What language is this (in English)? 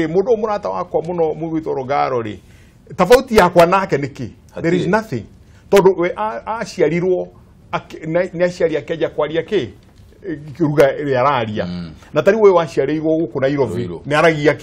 Kikuyu